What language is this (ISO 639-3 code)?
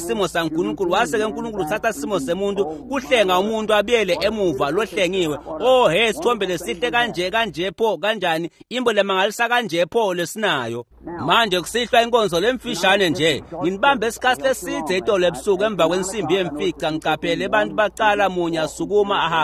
ssw